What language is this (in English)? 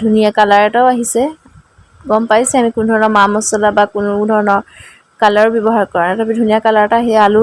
Assamese